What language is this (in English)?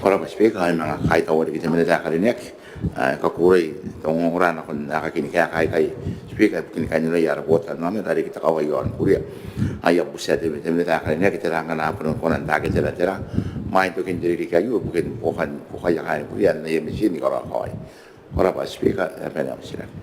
Gilbertese